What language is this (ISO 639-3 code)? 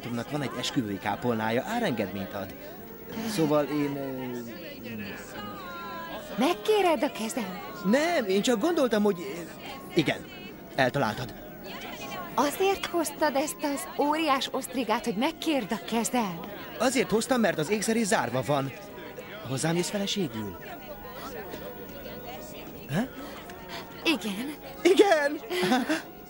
hun